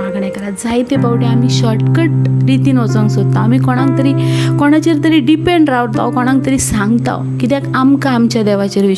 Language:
Konkani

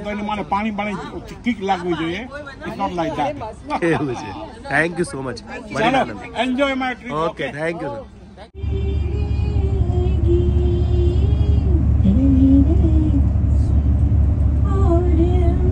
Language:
Gujarati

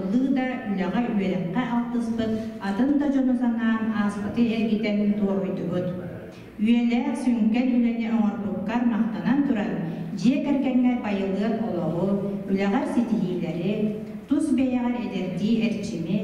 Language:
Yakut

